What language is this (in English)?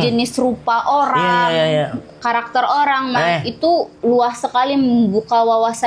Banjar